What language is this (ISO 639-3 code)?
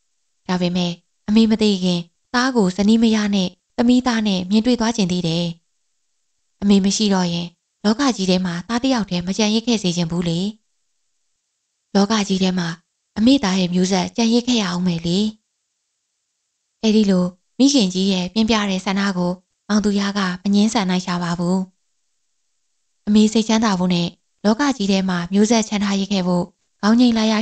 mya